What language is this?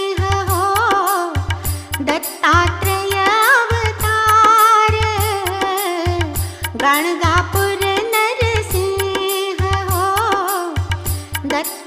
Hindi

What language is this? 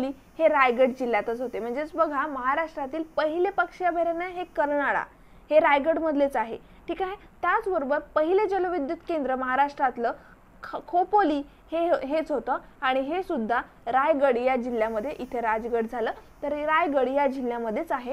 Marathi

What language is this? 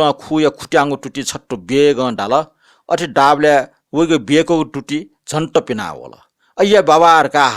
Newari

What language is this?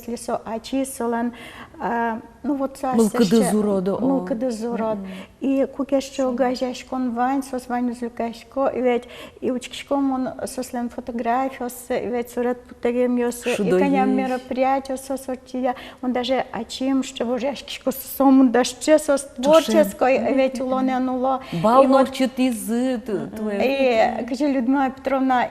Udmurt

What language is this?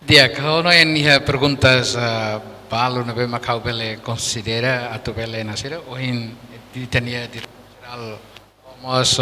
Tetum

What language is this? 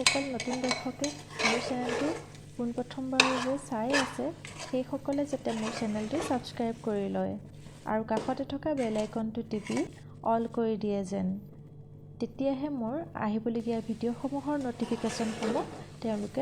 Assamese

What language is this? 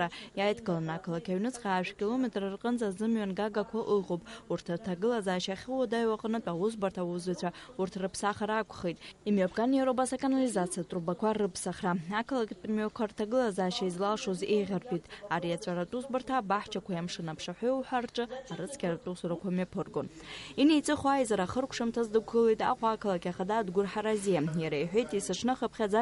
Abkhazian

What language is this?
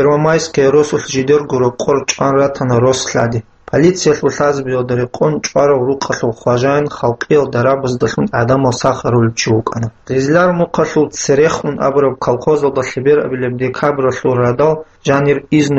Avaric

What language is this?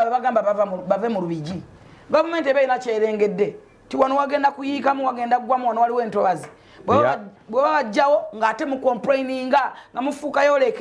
Ganda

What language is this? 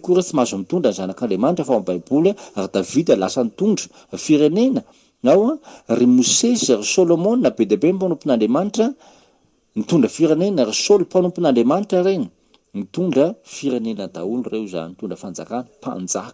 Malagasy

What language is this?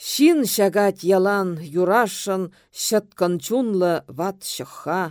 Chuvash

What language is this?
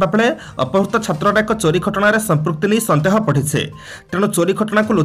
Odia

